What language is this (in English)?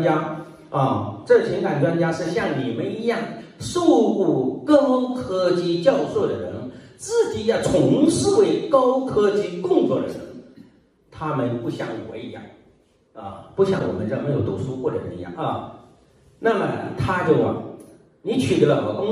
Chinese